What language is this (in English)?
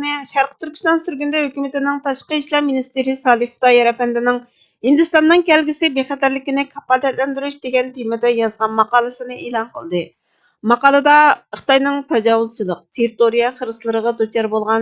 Uyghur